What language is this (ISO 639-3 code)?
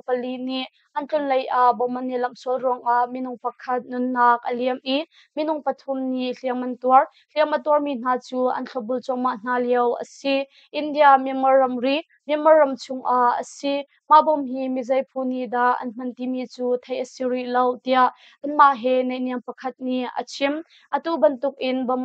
cnh